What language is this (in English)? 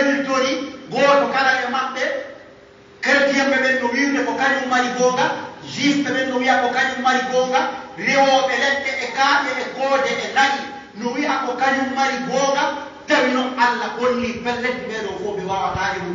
Pular